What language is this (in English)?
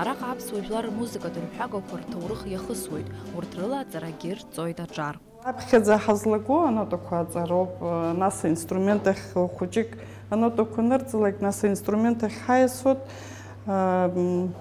Abkhazian